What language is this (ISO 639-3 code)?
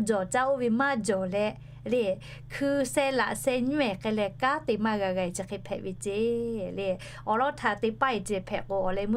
lhu